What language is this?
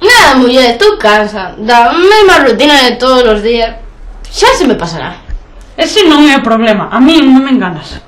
Galician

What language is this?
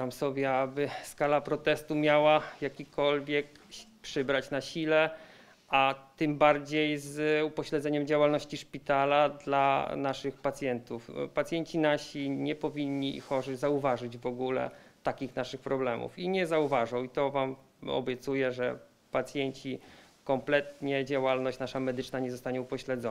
Polish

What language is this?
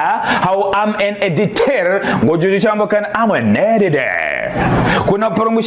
Ngazidja Comorian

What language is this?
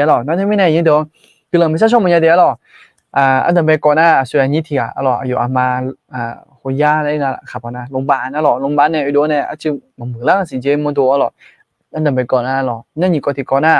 Akha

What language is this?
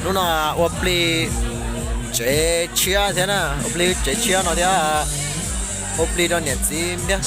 Hmong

